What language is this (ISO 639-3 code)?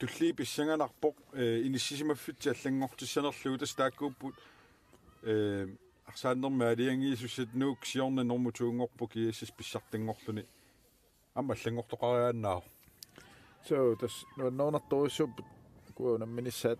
kal